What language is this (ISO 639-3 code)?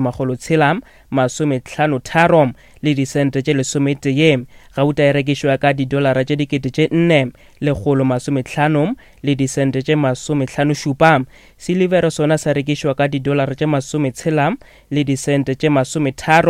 nso